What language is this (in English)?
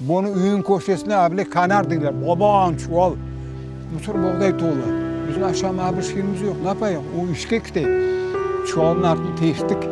Crimean Tatar